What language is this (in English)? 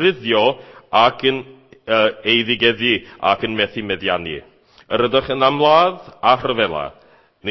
Welsh